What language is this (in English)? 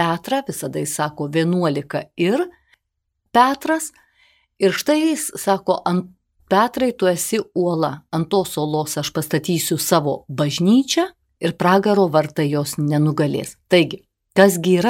Lithuanian